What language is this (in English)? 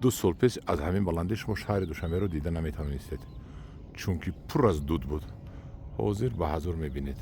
Tajik